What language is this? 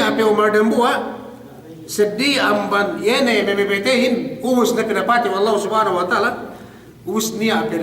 Yakan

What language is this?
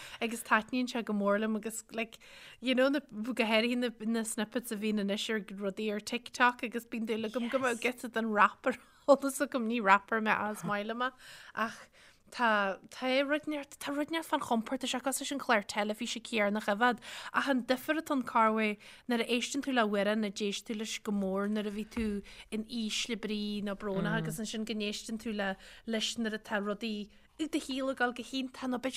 Irish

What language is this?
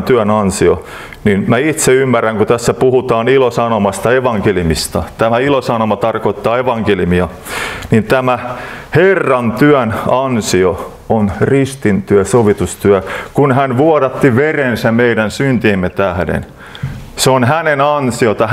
Finnish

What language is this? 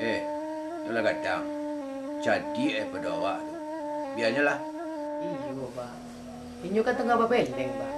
Minangkabau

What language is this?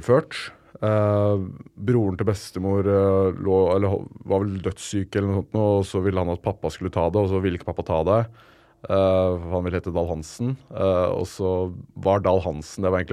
Norwegian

